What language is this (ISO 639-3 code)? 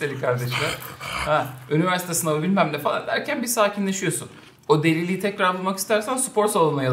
tur